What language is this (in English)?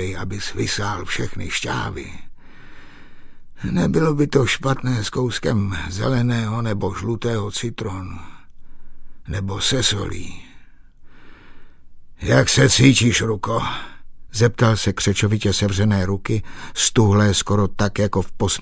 Czech